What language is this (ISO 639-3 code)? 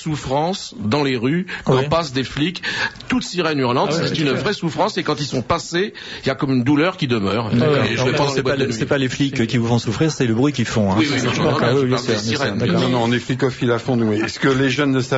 fra